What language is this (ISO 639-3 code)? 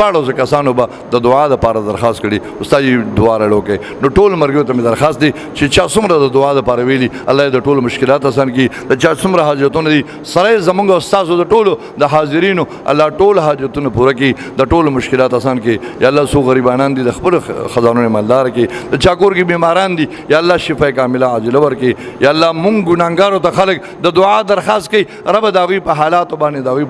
pus